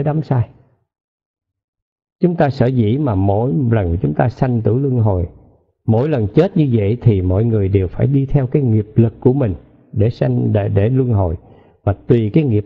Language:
Vietnamese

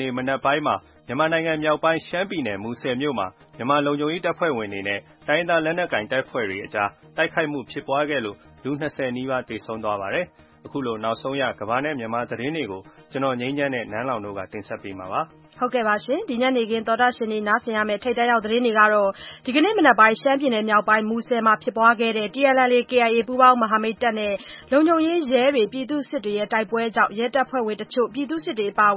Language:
Burmese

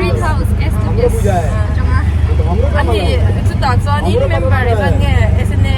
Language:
Mizo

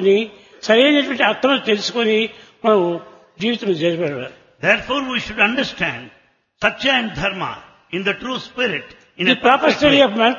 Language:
Telugu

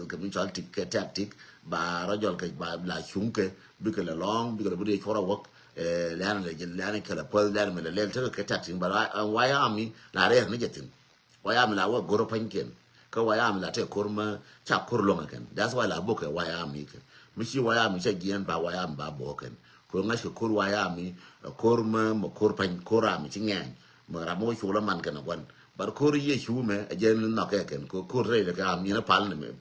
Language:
Nuer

